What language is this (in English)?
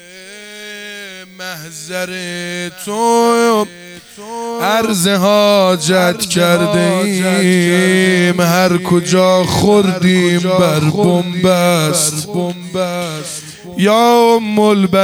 Persian